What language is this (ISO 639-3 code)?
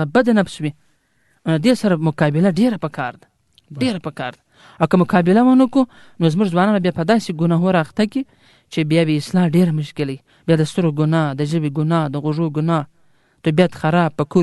pus